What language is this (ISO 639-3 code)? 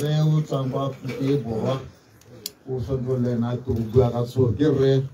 tsn